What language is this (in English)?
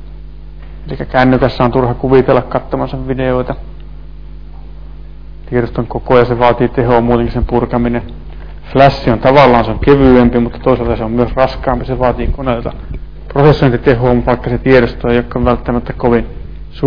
Finnish